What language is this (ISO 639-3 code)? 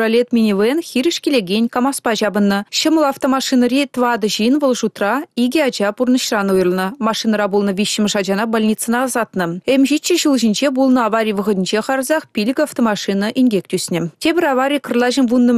chv